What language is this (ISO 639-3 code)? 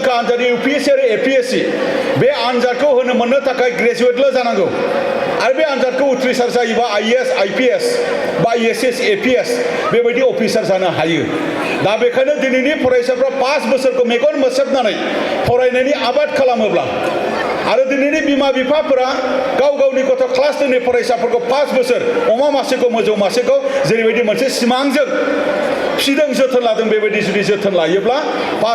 brx